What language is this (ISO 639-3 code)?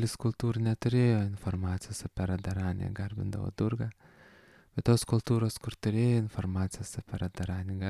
lit